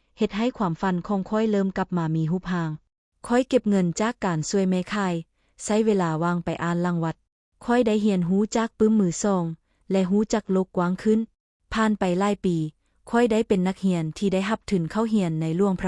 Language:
Lao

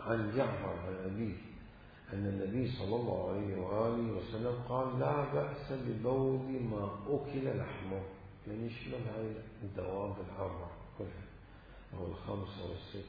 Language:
Mesopotamian Arabic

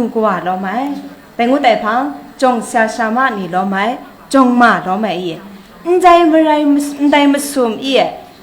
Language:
Kachin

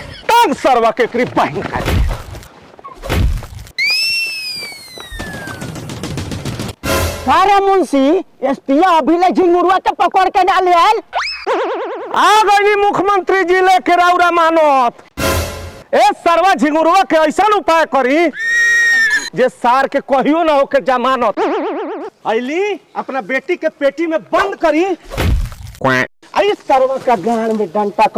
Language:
Bhojpuri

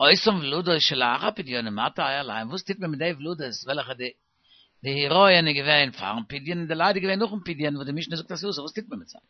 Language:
Yiddish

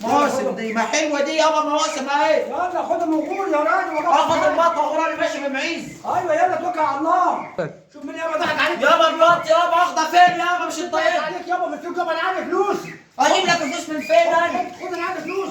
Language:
Egyptian Arabic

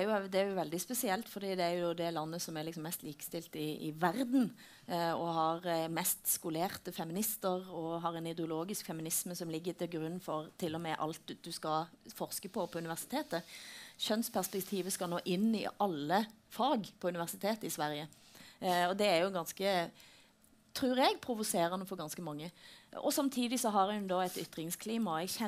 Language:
Norwegian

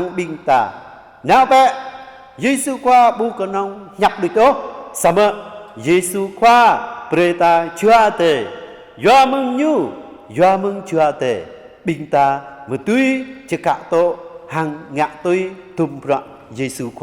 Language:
Jarai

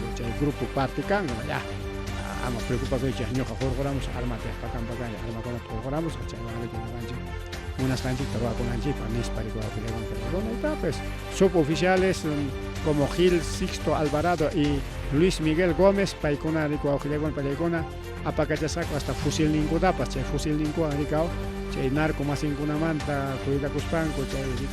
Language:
Ayacucho Quechua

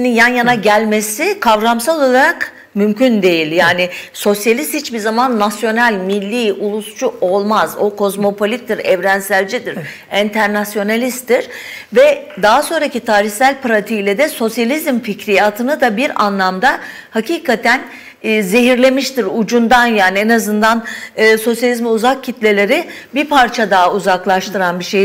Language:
Turkish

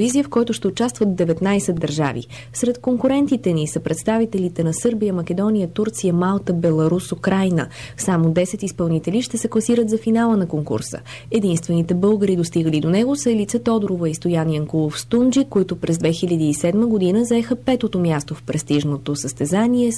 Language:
Bulgarian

